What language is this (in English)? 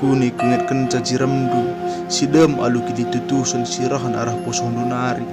Batak Karo